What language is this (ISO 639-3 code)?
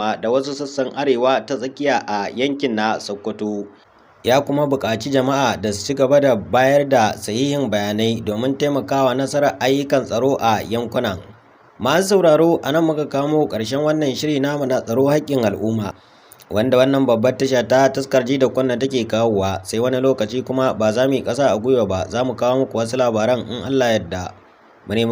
hau